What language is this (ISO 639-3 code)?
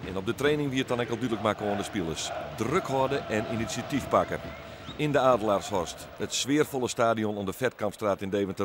fry